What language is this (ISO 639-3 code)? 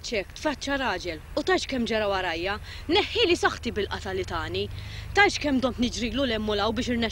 mlt